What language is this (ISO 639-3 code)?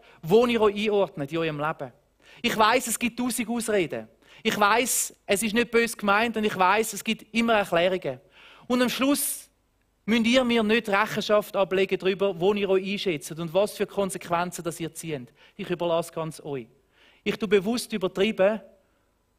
gsw